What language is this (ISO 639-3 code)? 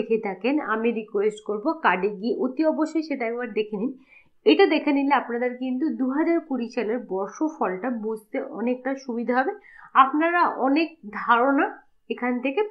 ben